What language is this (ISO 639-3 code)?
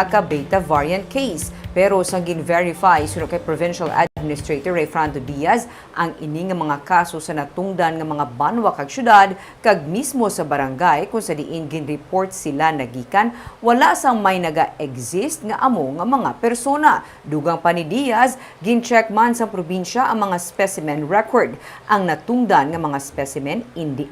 hil